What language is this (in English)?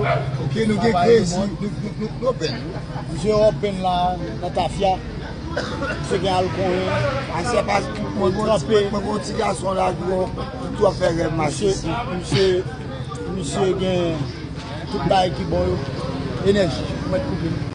Haitian Creole